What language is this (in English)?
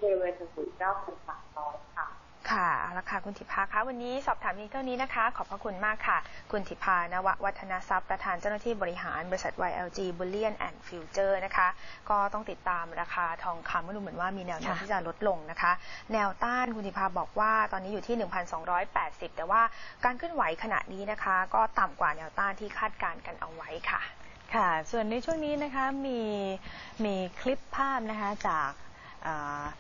Thai